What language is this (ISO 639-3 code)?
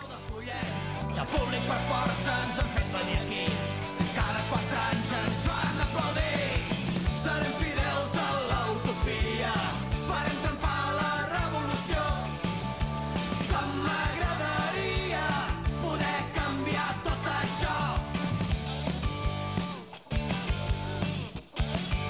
cat